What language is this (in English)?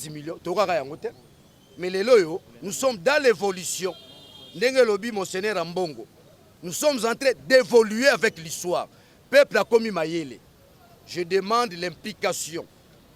Lingala